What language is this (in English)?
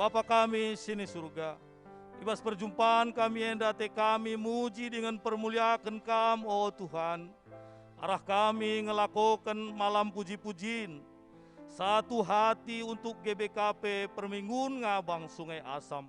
Batak Karo